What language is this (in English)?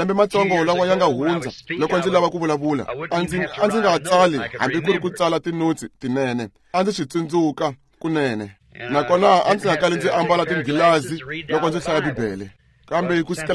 Tsonga